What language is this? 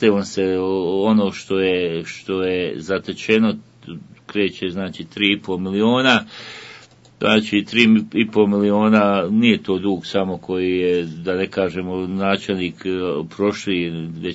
Bosnian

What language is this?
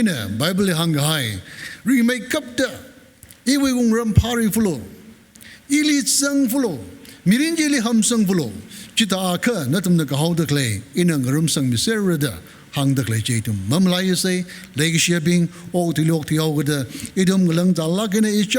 Tangkhul Naga (India)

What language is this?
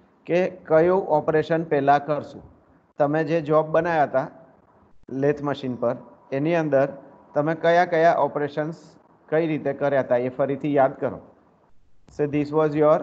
Gujarati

